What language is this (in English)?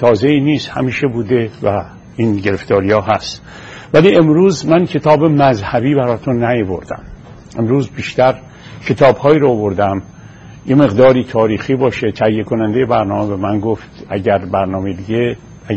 Persian